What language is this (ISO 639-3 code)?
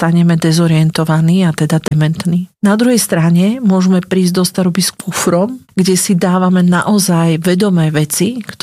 slk